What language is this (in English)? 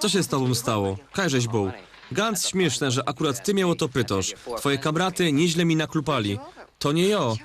Silesian